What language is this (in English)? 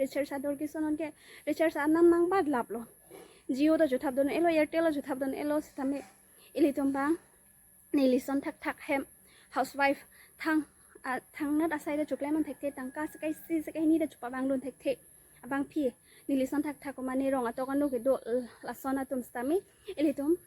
Karbi